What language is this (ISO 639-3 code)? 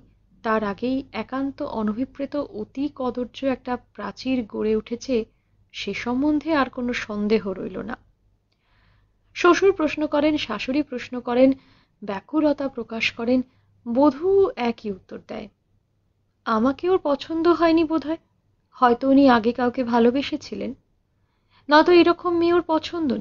ben